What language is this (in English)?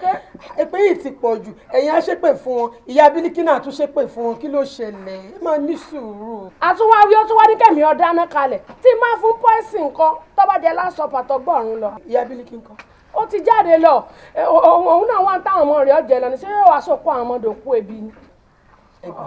Yoruba